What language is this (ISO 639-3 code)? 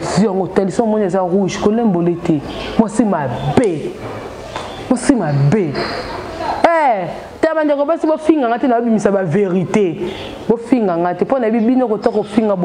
lin